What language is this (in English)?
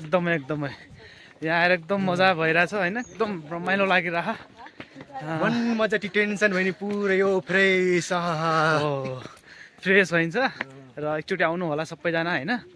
Nepali